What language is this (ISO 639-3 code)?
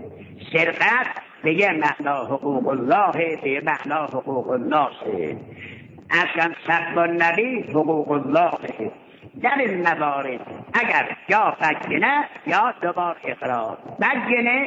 fas